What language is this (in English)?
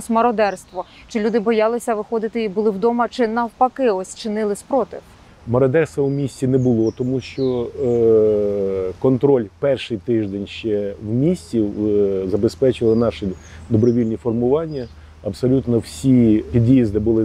Ukrainian